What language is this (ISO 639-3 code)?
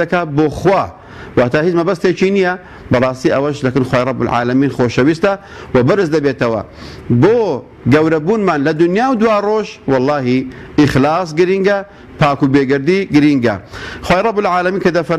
ckb